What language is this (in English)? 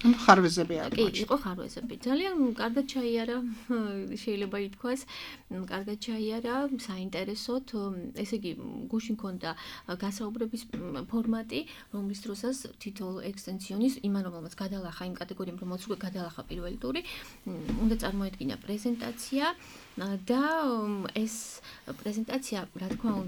Georgian